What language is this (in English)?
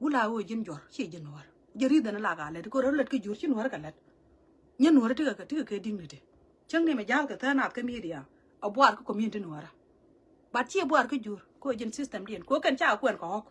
Nuer